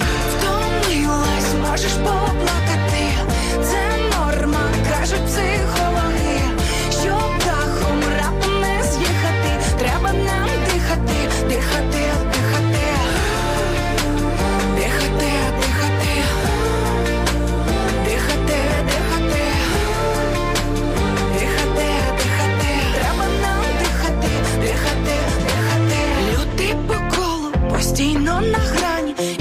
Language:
Ukrainian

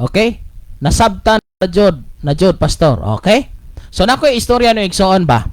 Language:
Cebuano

